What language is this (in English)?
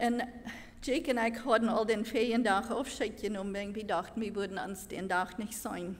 Plautdietsch